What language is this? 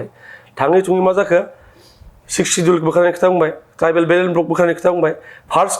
Bodo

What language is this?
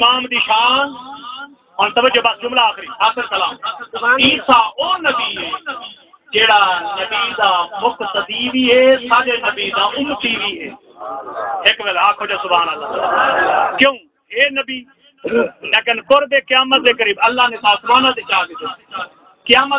Saraiki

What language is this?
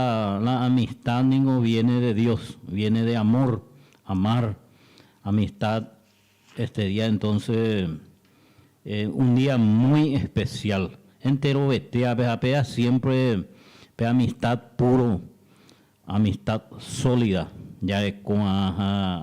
Guarani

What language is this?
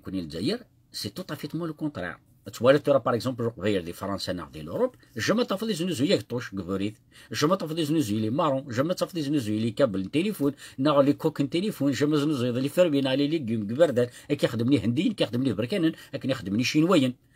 Kabyle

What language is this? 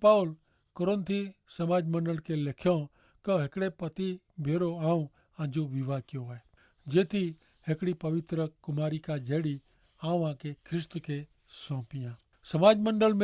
Kachhi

